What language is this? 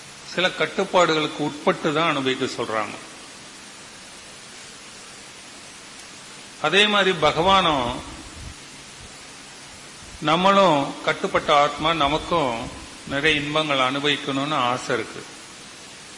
Tamil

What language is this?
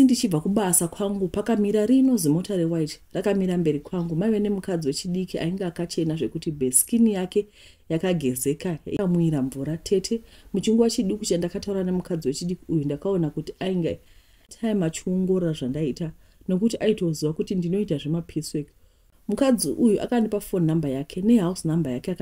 Shona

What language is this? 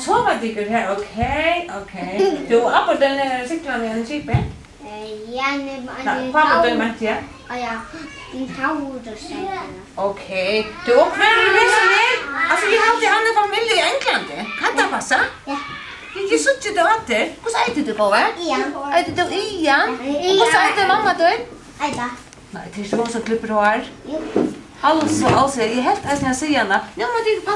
Faroese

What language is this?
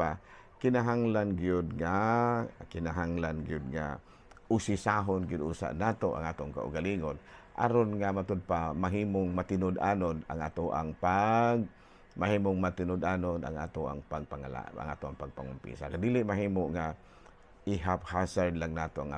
Cebuano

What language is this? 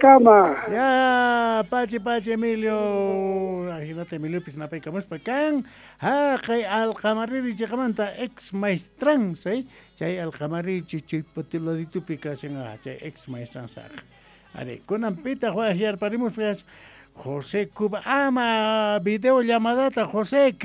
South Bolivian Quechua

